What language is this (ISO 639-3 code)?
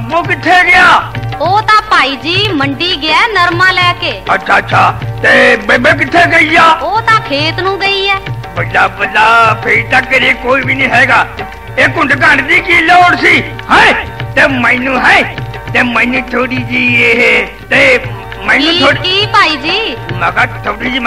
pan